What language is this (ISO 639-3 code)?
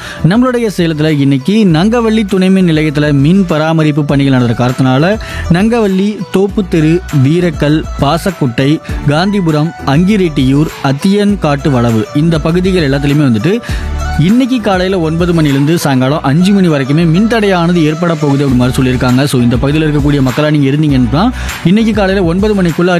tam